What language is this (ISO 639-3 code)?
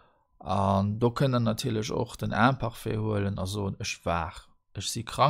ltz